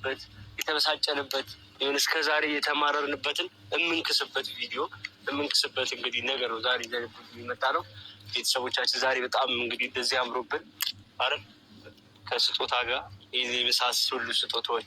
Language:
Amharic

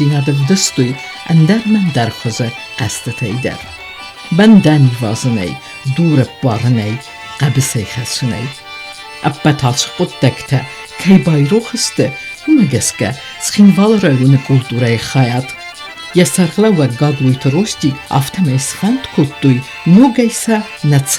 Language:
Ossetic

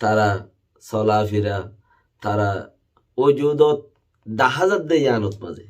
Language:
Rohingya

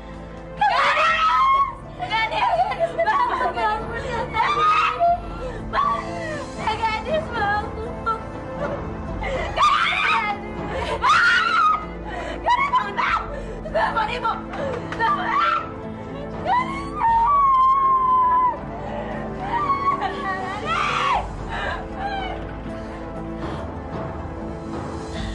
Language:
Indonesian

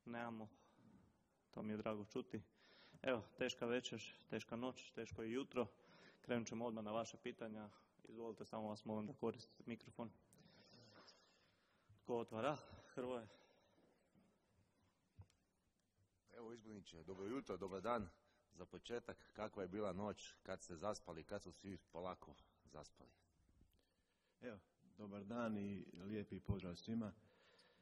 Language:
Croatian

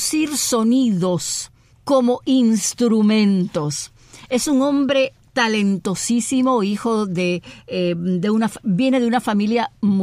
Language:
Spanish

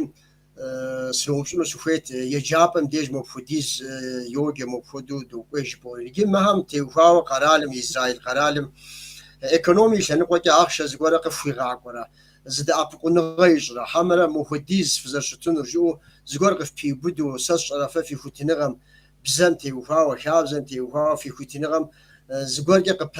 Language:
Kabardian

